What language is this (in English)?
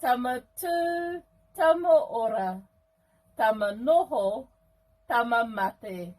Māori